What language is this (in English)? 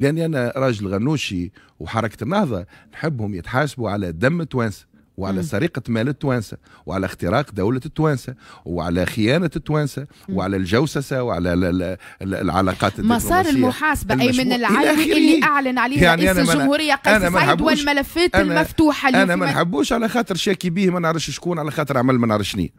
Tunisian Arabic